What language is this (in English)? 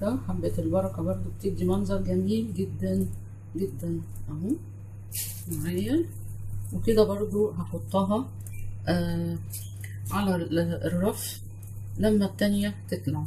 Egyptian Arabic